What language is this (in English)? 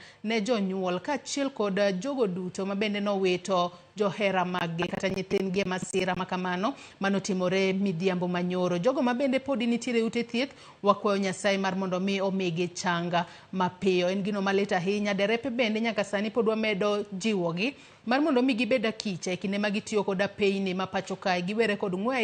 Luo (Kenya and Tanzania)